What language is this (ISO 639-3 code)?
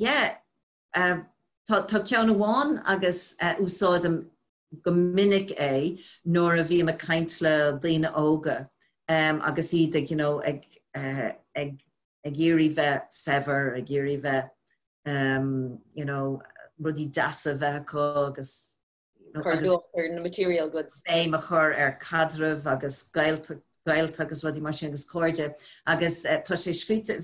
gle